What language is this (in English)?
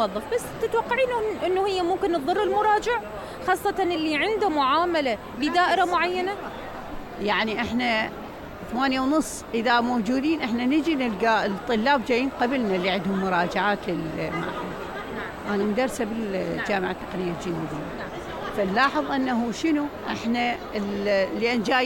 Mesopotamian Arabic